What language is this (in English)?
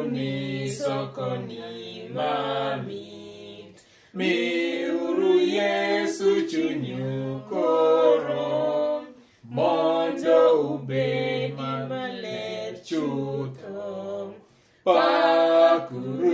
Luo (Kenya and Tanzania)